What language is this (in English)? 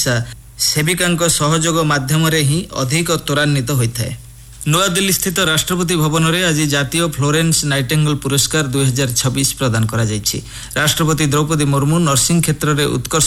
Odia